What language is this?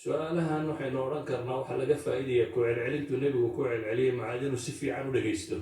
Somali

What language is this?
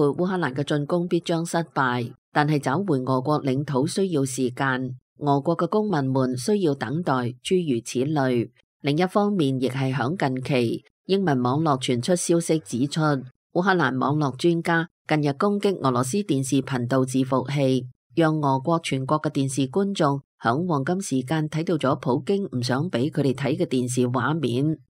Cantonese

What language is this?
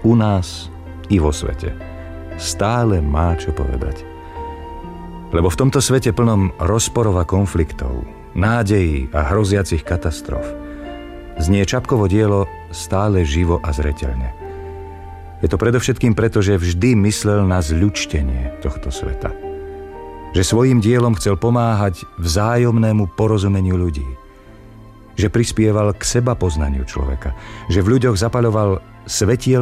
Slovak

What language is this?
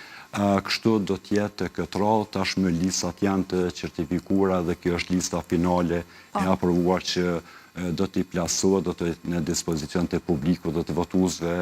Albanian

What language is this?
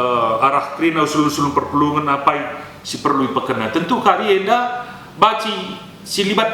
Batak Karo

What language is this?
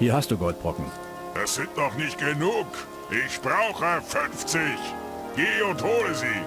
Bavarian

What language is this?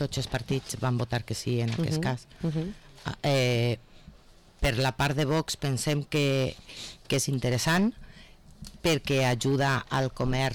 Catalan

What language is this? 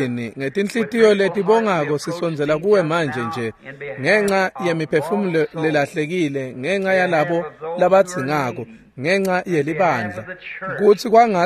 Swati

